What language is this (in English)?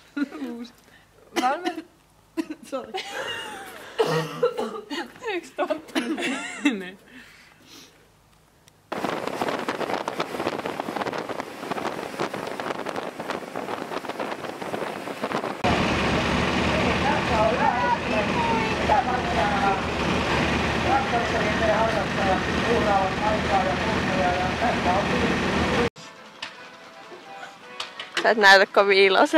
Finnish